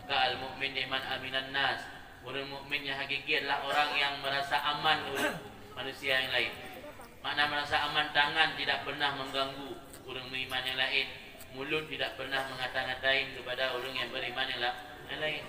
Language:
Achinese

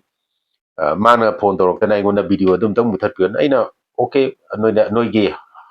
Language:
Manipuri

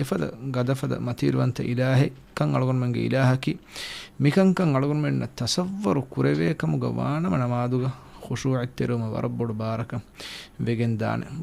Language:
Divehi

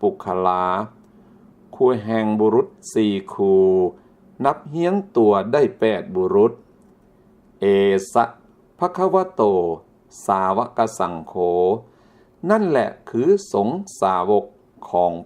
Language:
Lao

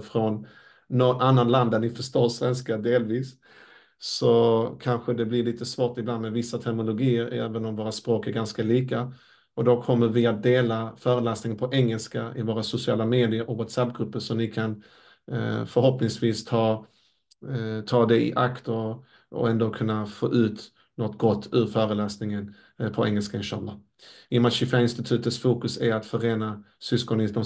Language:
Swedish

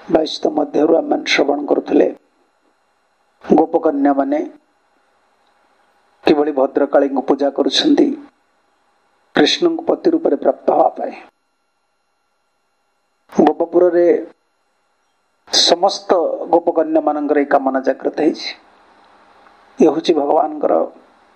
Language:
Odia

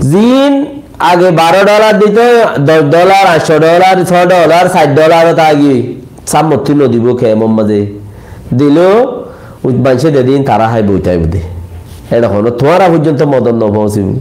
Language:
Rohingya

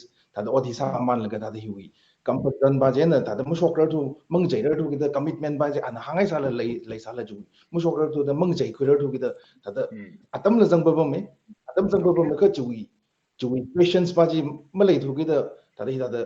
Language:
Tangkhul Naga (India)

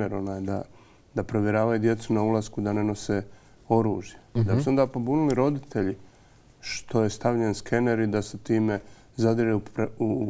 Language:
Bosnian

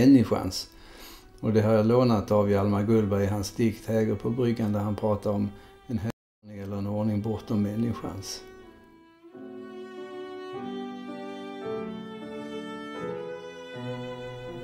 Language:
Swedish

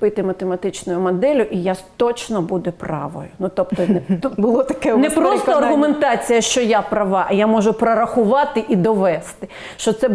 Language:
Ukrainian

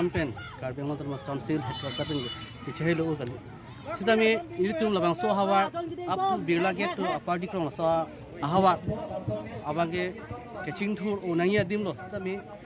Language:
Karbi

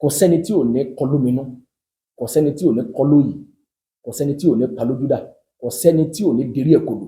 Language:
Yoruba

